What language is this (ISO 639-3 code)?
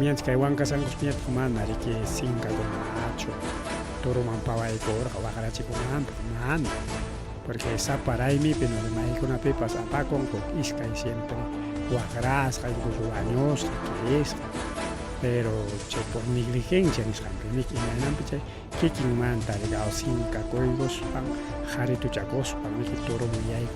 quy